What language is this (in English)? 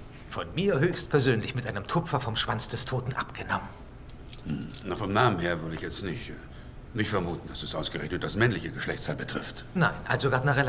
German